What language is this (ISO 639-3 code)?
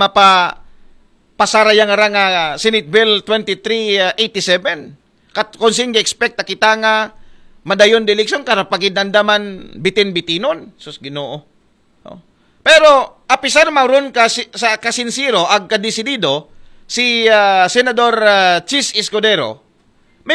akl